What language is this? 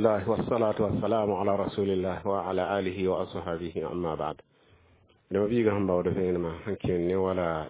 Mossi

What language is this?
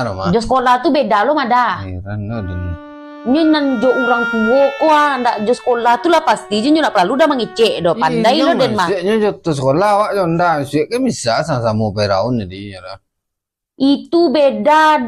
Minangkabau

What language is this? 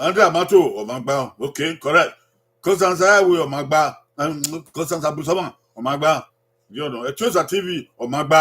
Bini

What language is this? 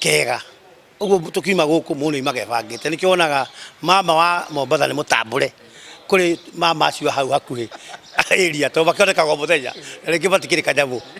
Kikuyu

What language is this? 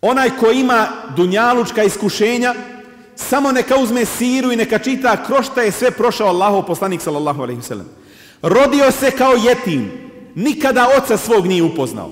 Bosnian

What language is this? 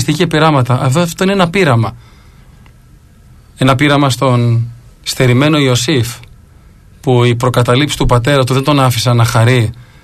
Greek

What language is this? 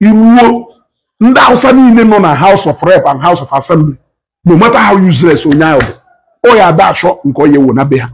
Igbo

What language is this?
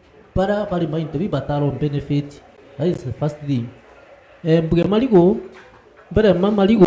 Meru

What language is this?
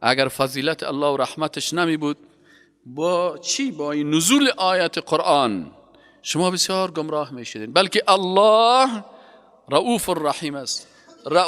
Persian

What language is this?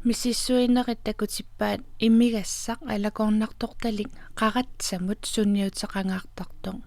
Kalaallisut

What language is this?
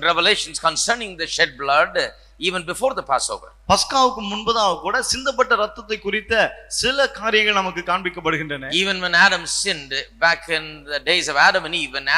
Tamil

